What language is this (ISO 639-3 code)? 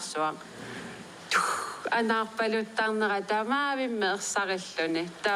kal